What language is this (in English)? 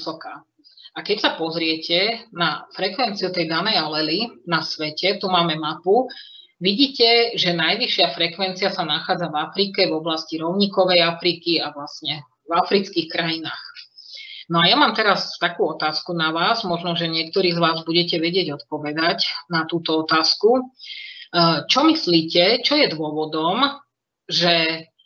Slovak